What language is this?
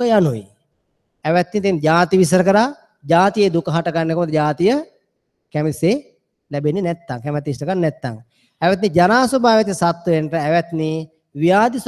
Sinhala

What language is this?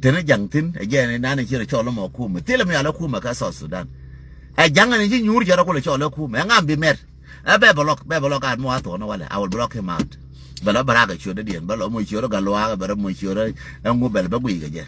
Nuer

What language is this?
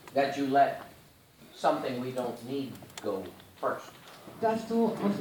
German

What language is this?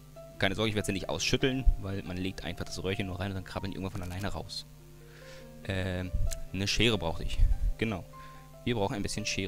German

